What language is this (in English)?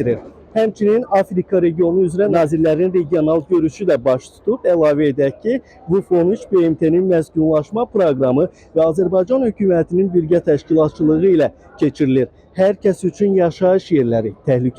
Azerbaijani